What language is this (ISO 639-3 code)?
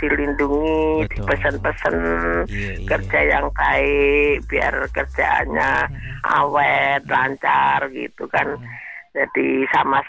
ind